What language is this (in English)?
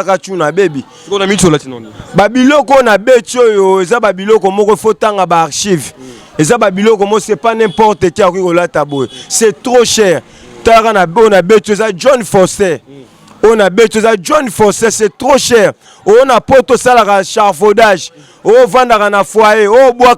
Lingala